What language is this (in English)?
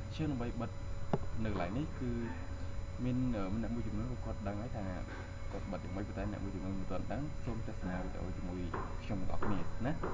Khmer